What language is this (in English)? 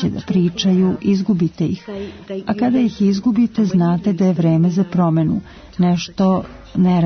Serbian